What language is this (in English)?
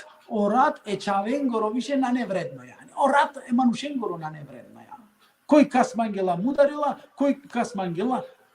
Balkan Romani